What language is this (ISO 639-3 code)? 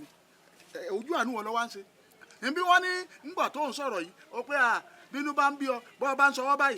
yor